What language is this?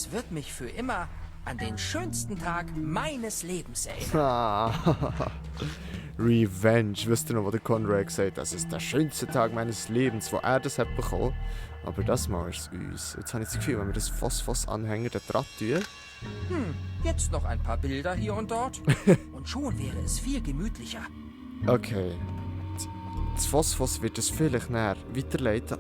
Swiss German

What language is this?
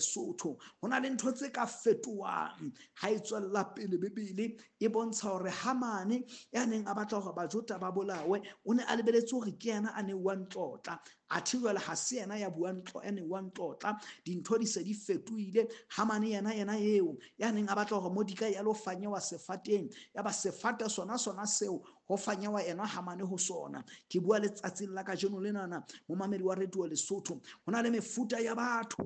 Southern Sotho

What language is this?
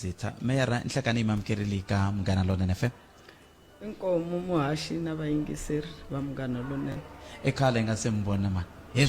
Tsonga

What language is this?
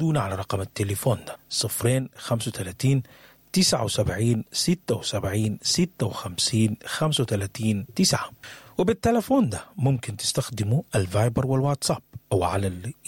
Sudanese Arabic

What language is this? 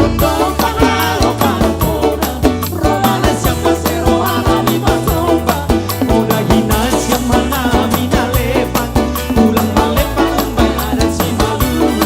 Batak Simalungun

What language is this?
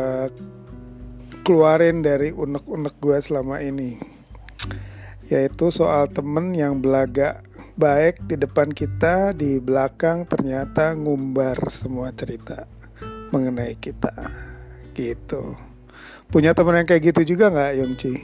Indonesian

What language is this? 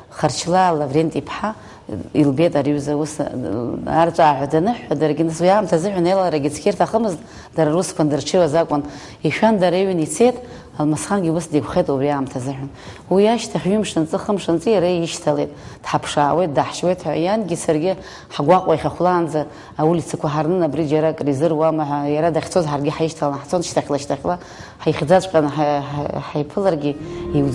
Abkhazian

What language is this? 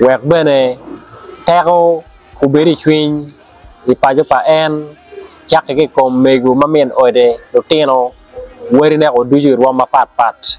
Acoli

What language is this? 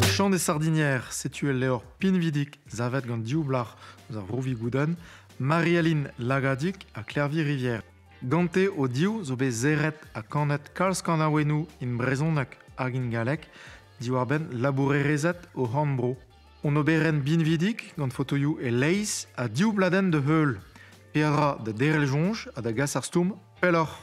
Breton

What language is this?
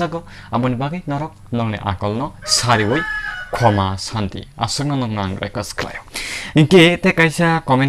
Kok Borok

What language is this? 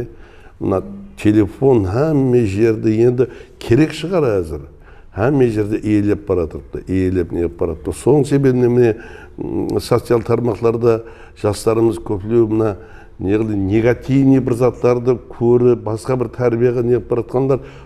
Kara-Kalpak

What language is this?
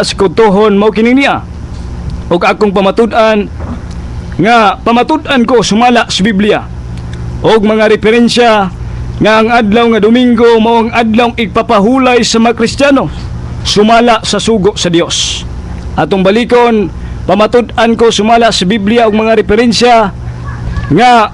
Cebuano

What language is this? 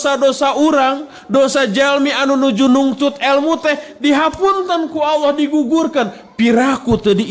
Sundanese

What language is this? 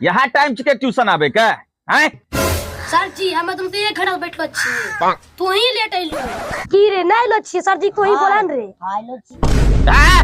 Angika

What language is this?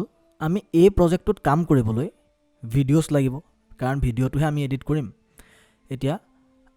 Assamese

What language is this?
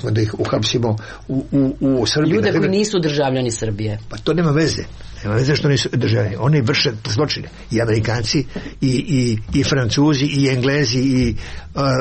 Serbian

